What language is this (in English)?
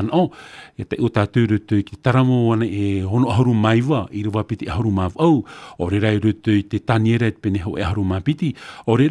Tahitian